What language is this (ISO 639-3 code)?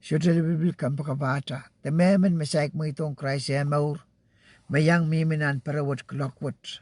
pon